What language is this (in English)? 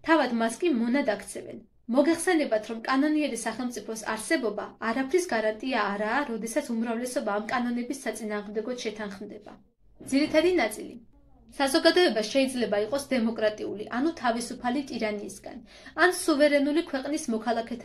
Georgian